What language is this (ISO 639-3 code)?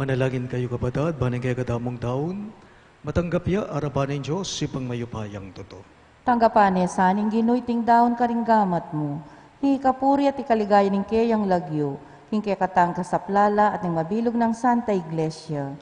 pam